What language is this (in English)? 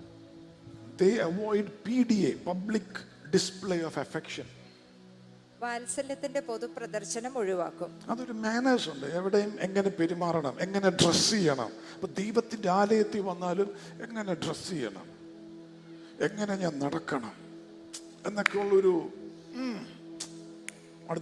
Malayalam